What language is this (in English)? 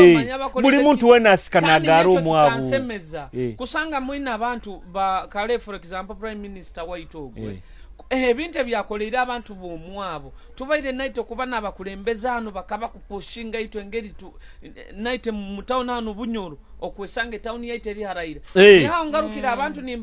Nyoro